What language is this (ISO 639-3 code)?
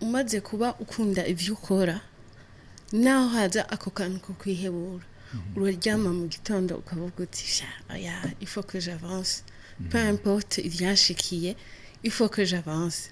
run